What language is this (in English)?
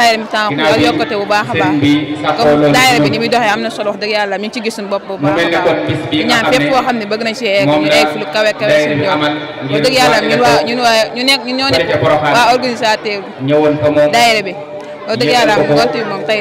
Wolof